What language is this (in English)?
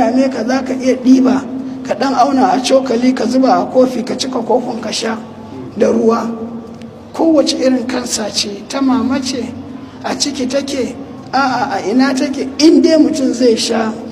Hausa